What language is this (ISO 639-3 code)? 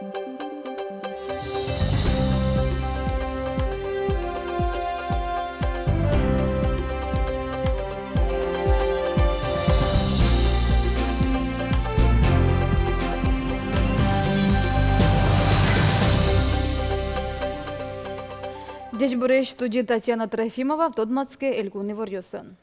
udm